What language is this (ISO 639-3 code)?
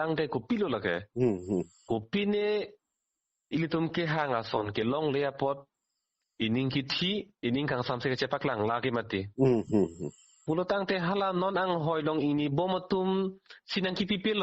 mjw